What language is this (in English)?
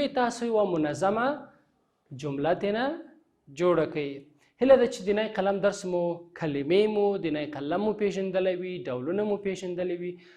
Pashto